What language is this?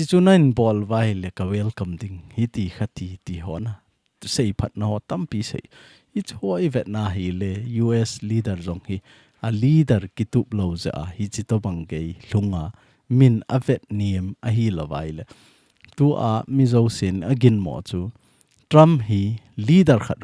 Thado Chin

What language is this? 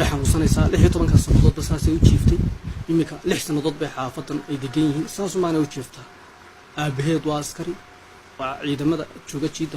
Somali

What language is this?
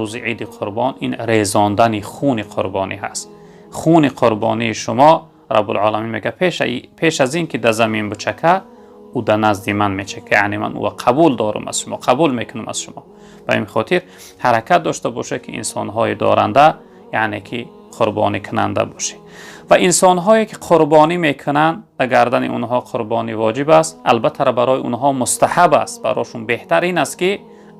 Tajik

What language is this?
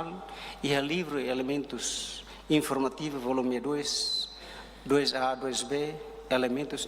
Tetum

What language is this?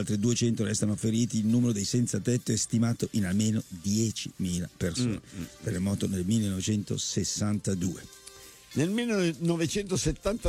Italian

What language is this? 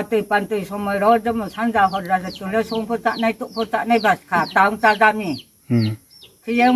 Riang (India)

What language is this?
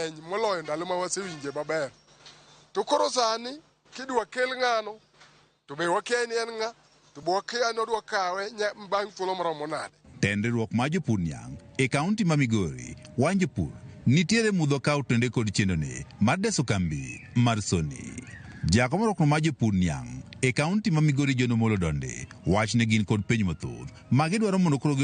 Luo (Kenya and Tanzania)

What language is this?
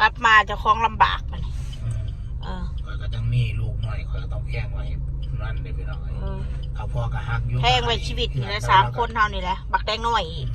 Northeastern Thai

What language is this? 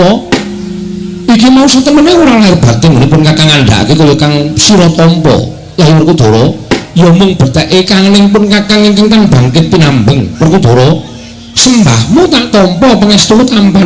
Javanese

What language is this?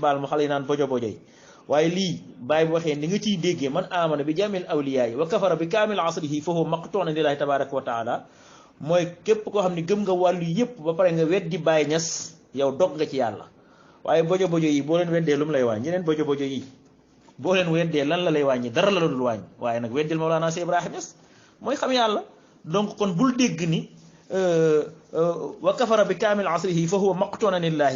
Wolof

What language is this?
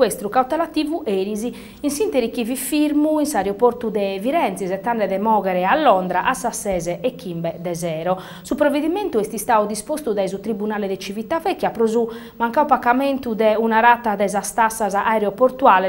Sardinian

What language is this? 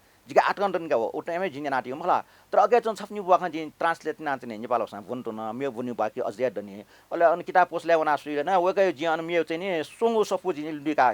Newari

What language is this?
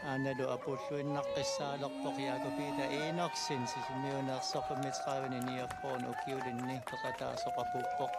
Kalaallisut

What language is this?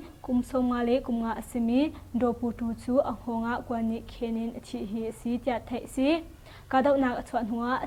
Hakha Chin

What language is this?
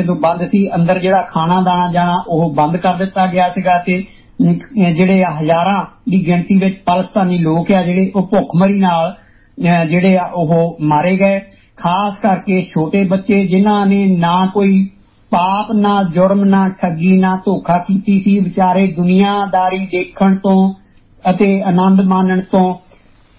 Punjabi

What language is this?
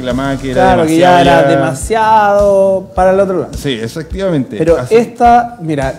Spanish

